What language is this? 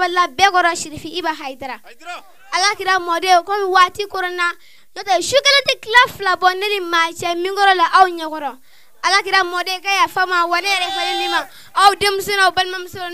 Bambara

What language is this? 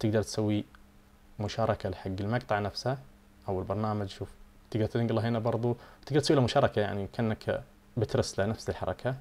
Najdi Arabic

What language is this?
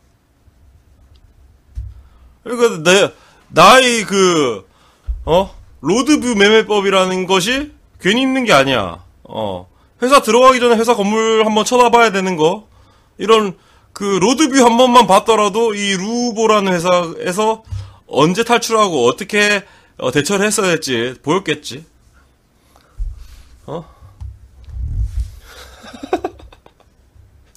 Korean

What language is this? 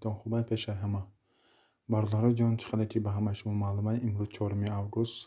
Tajik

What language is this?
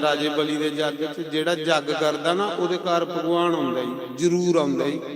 Dogri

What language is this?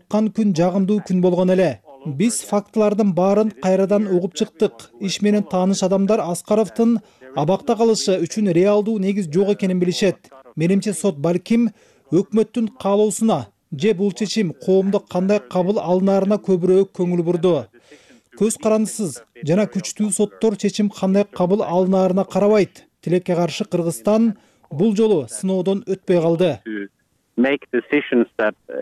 Kyrgyz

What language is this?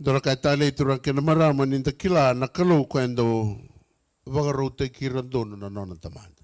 Fijian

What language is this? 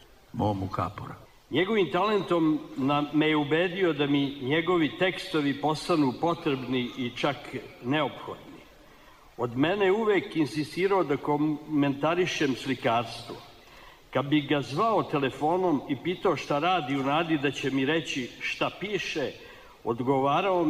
Serbian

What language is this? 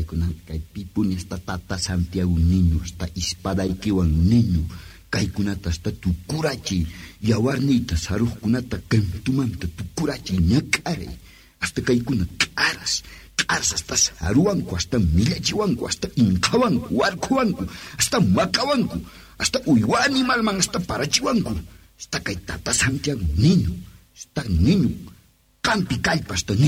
Quechua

